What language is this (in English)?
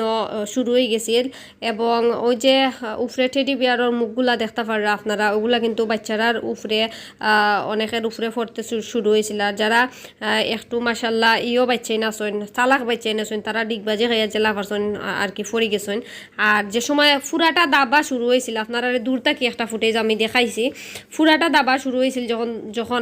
Sylheti